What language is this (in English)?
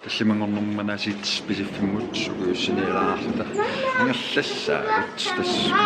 Kalaallisut